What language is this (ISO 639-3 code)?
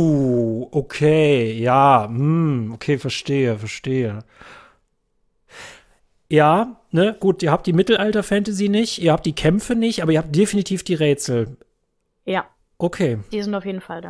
deu